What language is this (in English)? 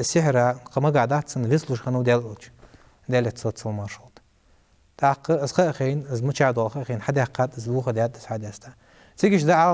Ingush